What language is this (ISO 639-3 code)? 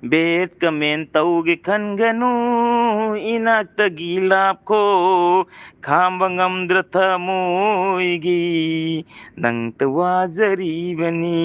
mni